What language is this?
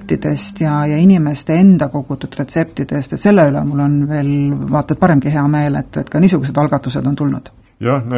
Estonian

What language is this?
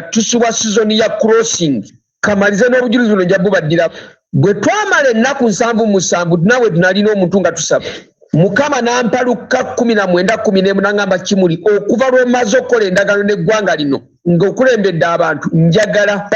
Ganda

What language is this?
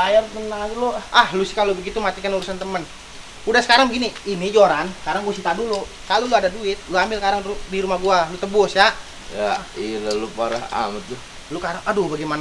Betawi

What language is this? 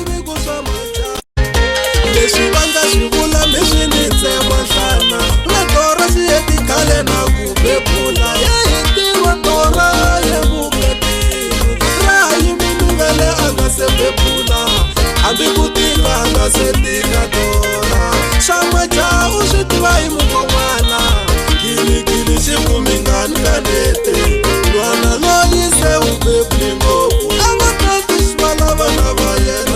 Tsonga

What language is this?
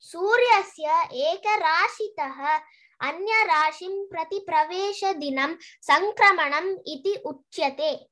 Sanskrit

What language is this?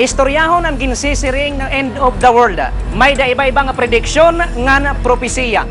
Waray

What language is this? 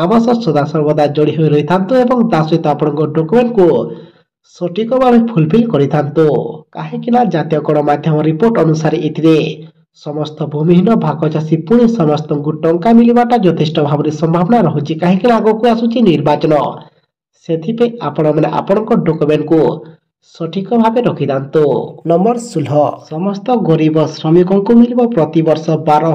Odia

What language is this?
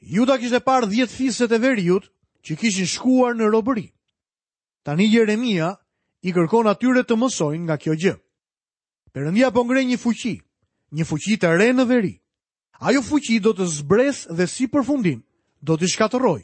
Albanian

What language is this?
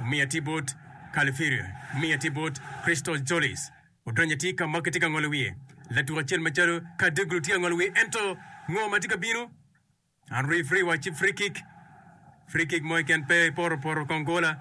Acoli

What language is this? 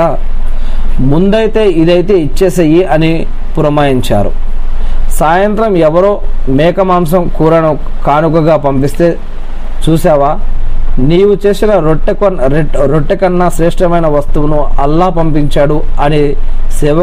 Telugu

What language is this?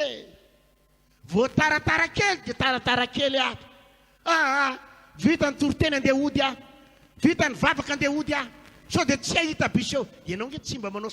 Malagasy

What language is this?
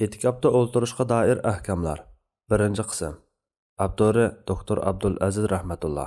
Uyghur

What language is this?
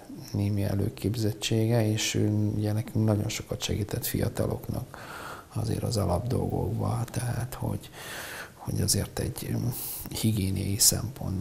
Hungarian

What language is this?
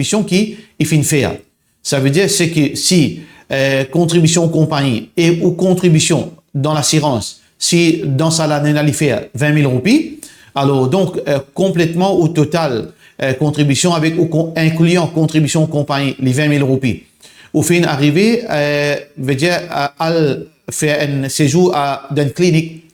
Morisyen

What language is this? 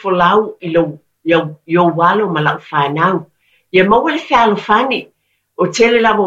Samoan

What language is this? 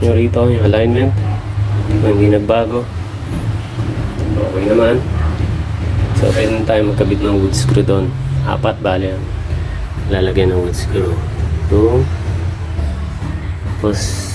Filipino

